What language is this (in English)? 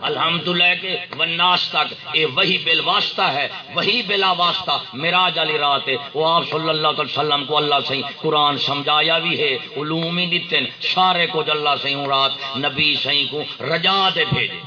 Saraiki